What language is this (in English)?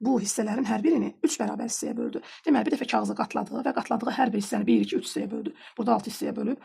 Azerbaijani